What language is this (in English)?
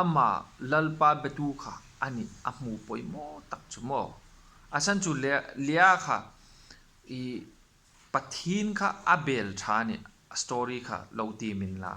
Hmar